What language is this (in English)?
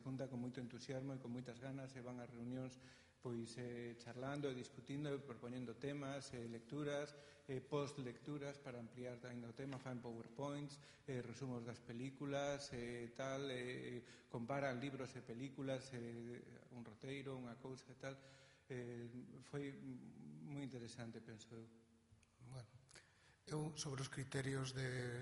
Galician